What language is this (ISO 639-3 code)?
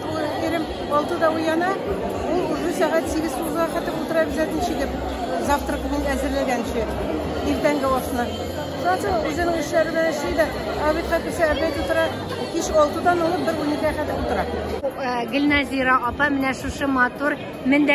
tat